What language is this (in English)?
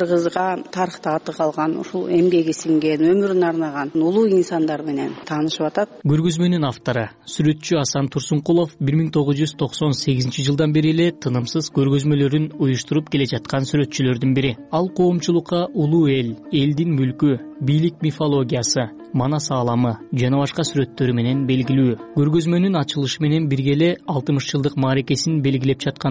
Kyrgyz